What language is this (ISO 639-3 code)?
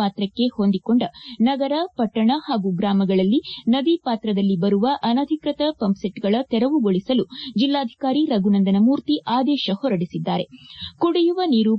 kan